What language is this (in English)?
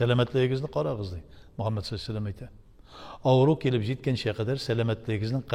Tatar